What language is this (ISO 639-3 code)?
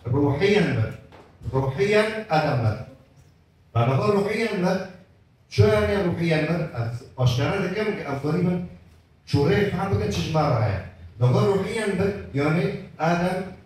kur